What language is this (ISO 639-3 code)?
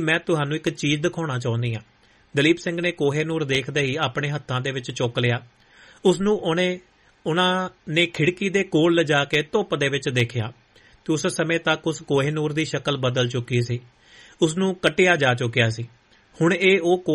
pan